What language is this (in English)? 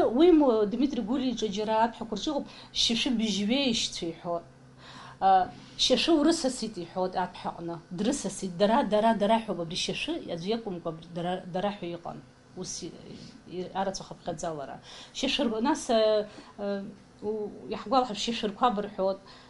Abkhazian